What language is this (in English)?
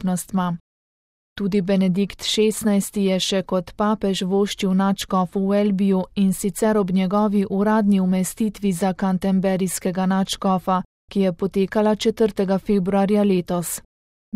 Slovenian